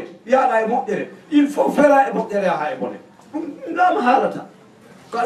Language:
Fula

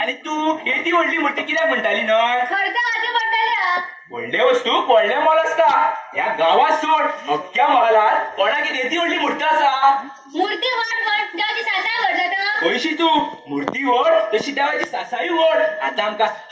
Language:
Konkani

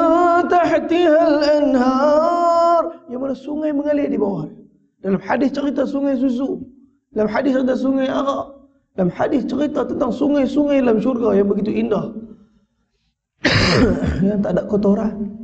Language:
Malay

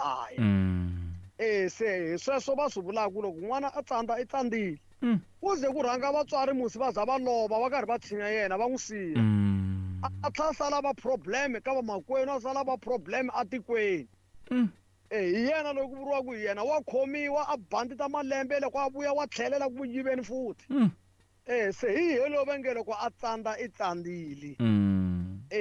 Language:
Tsonga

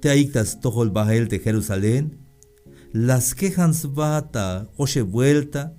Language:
Tzeltal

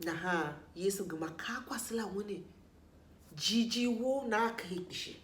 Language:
Tiv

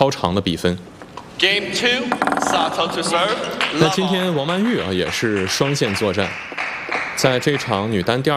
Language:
Chinese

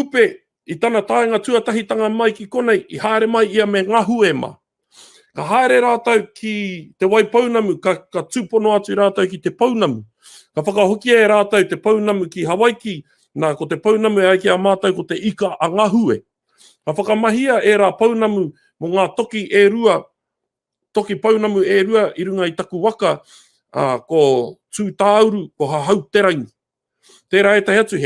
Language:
Māori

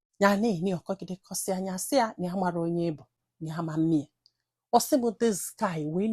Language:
Igbo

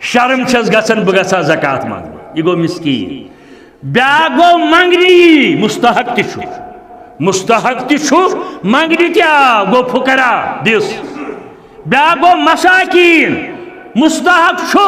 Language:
Kashmiri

